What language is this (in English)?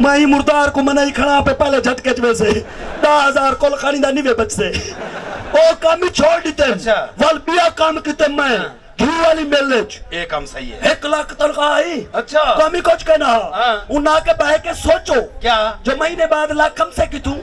Saraiki